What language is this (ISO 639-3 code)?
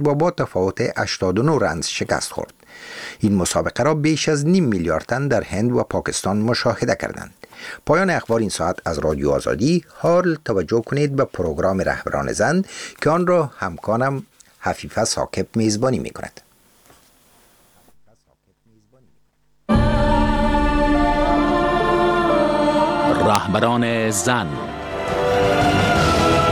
fas